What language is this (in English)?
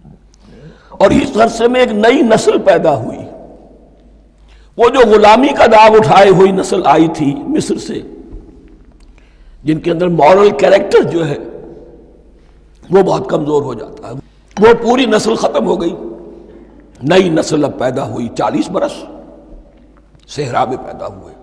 Urdu